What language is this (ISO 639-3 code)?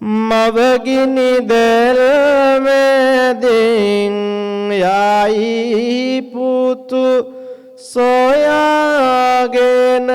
sin